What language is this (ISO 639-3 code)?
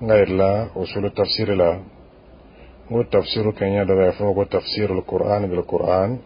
bam